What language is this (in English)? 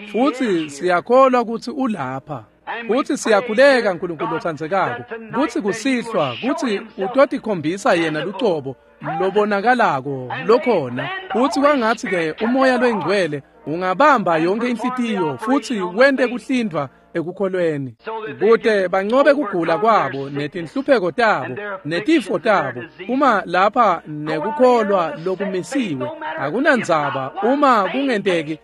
Swati